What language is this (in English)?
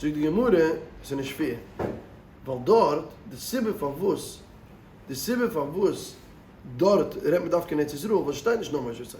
Yiddish